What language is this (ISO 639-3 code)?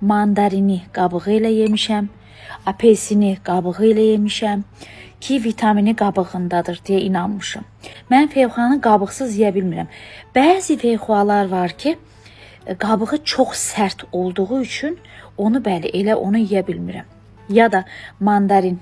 aze